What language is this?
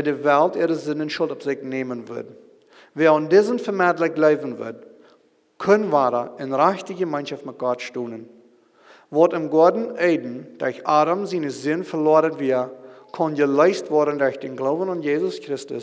Plautdietsch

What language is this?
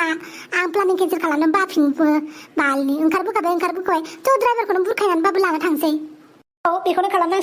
Bodo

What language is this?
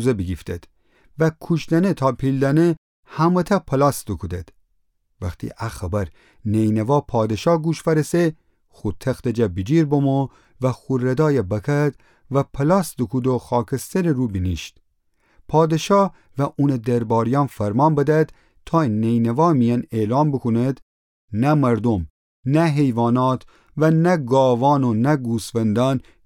Gilaki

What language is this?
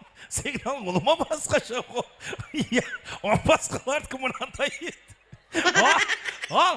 Kara-Kalpak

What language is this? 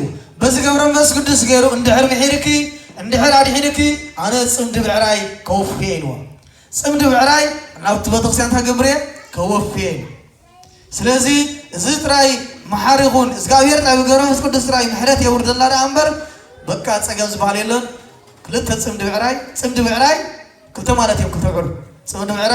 Tigrinya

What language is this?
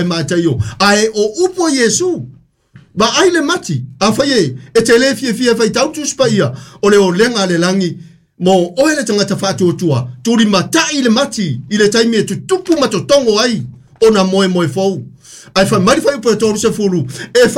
Samoan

